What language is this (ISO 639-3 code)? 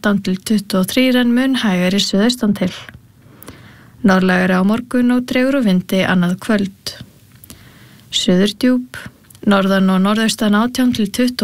isl